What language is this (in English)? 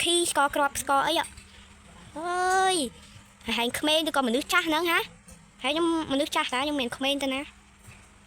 Khmer